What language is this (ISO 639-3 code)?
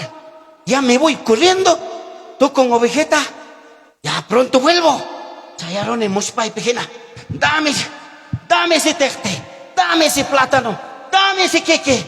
quy